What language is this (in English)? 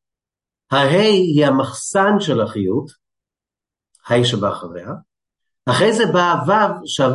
Hebrew